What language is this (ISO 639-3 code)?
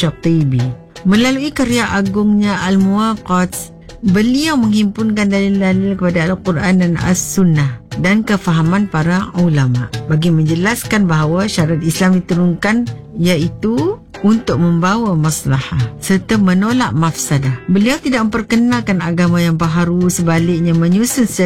msa